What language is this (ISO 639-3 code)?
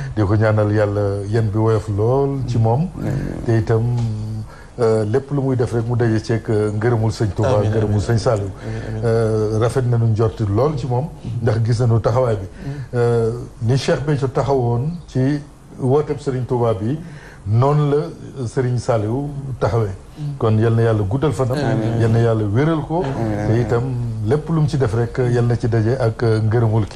wol